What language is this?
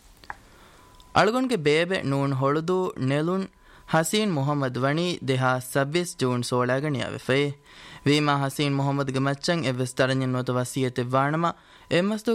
Divehi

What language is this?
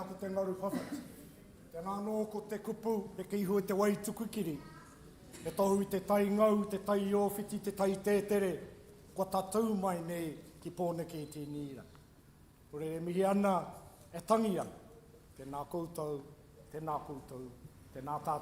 Māori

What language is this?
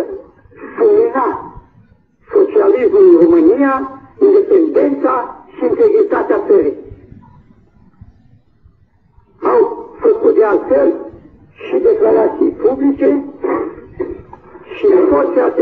Romanian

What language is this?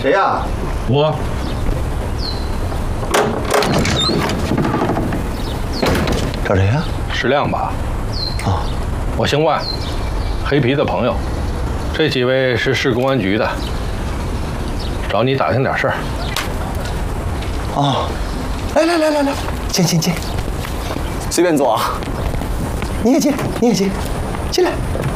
Chinese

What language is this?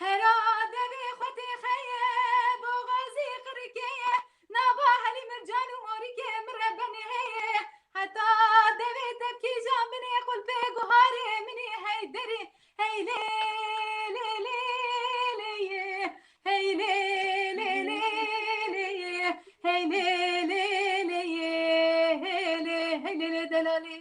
Kurdish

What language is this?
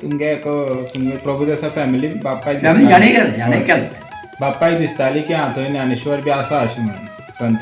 Konkani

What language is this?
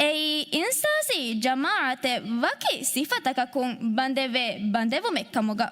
Divehi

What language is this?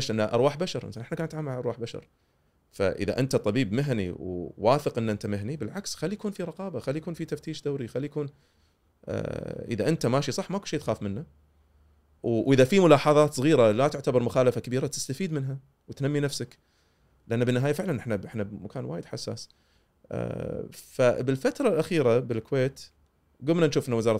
Gulf Arabic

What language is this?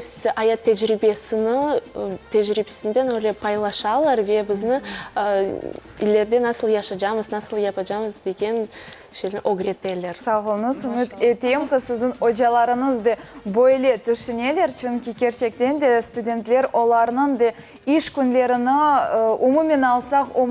Crimean Tatar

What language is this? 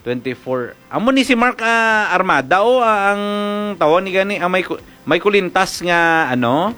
Hiligaynon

